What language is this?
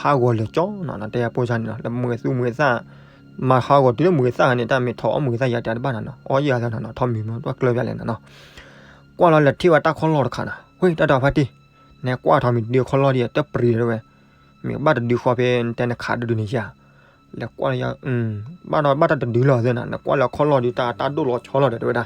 S'gaw Karen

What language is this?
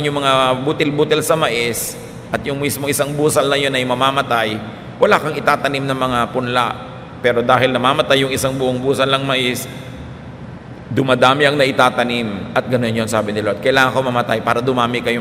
Filipino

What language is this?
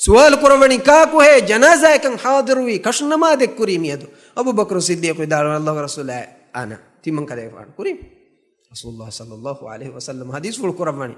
Divehi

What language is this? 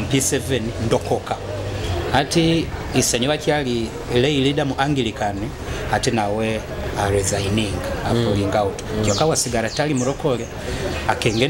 Nyoro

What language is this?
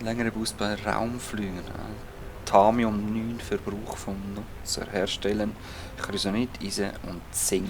Swiss German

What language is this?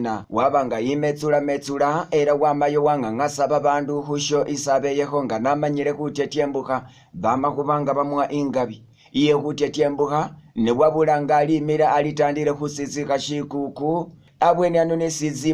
Masaaba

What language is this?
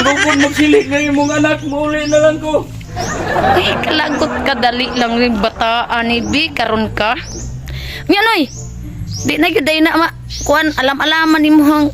Cebuano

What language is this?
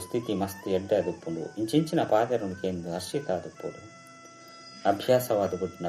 Tulu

